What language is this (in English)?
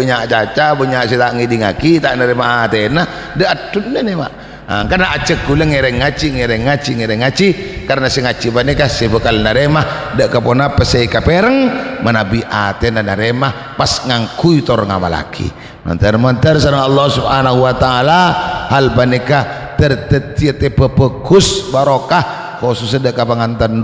Madurese